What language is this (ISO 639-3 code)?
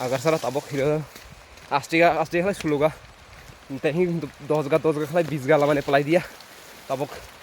trp